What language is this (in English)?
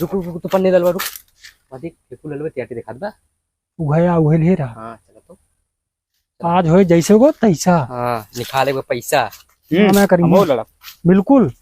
Awadhi